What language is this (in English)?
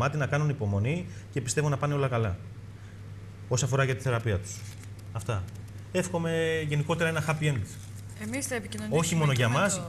Greek